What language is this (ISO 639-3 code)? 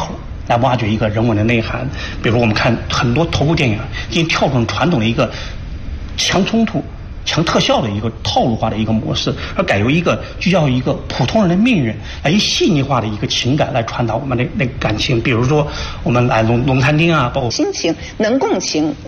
zho